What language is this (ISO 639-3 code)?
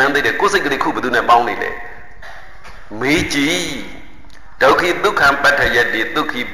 mya